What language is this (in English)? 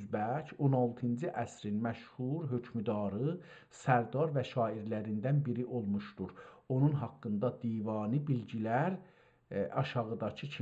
South Azerbaijani